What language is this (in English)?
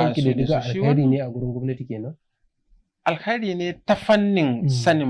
Hausa